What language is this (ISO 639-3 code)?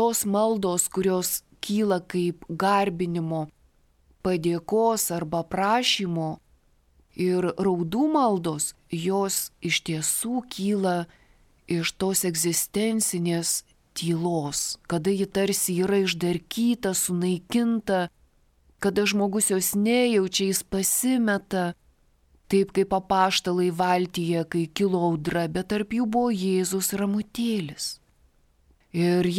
lit